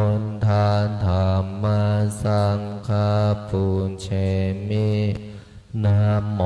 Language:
Pali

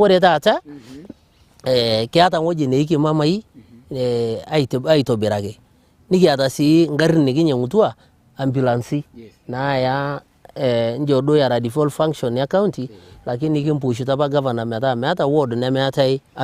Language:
Masai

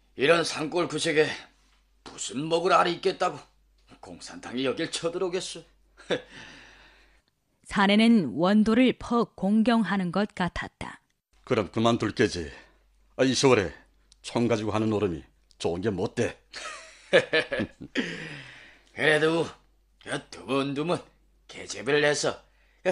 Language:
Korean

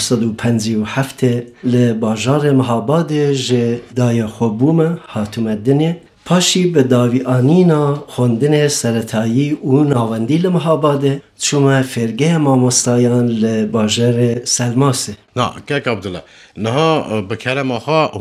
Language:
Kurdish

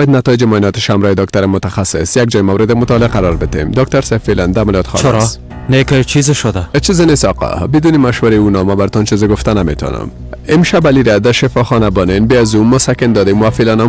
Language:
Persian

